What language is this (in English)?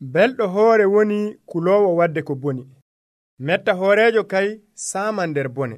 Nigerian Fulfulde